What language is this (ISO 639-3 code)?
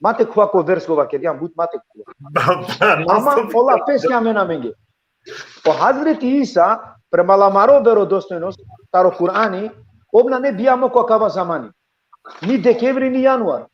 rmn